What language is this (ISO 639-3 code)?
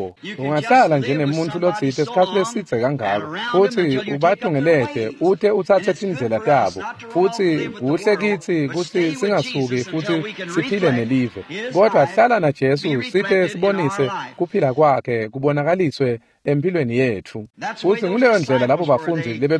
ssw